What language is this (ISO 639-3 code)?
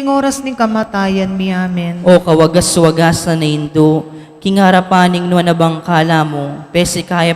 pam